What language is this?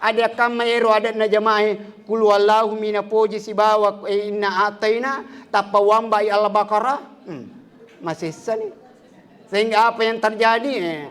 Buginese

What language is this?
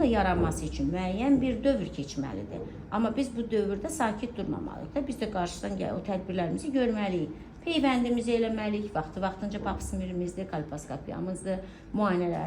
Azerbaijani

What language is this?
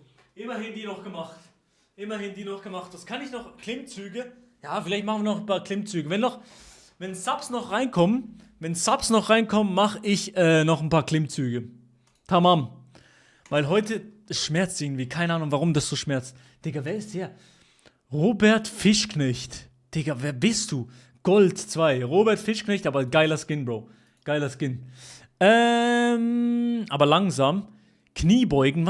Swiss German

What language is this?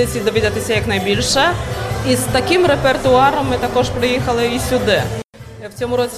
Ukrainian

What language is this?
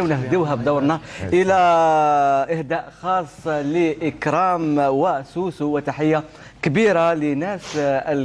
Algerian Arabic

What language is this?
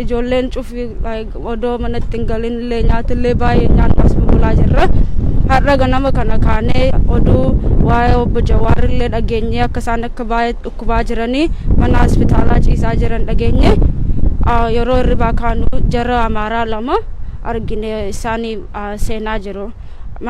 Oromo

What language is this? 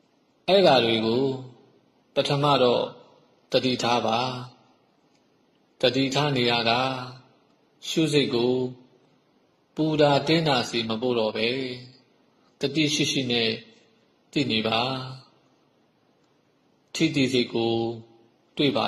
Burmese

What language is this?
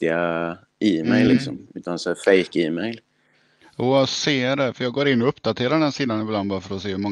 Swedish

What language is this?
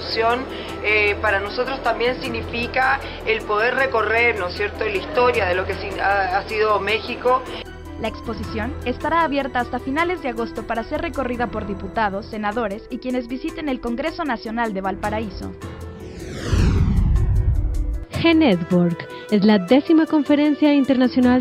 Spanish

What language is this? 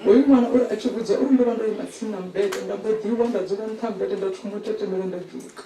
Venda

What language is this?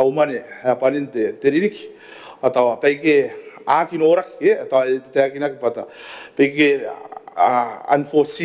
Gilbertese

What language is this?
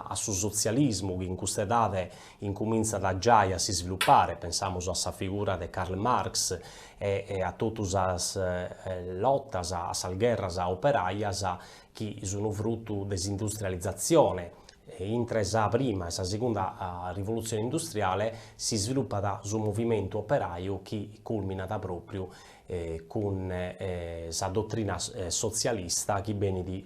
Sardinian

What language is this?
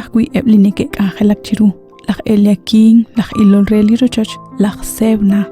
Kekchí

